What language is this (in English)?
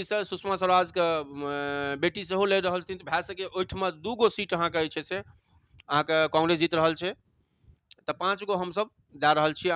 Maithili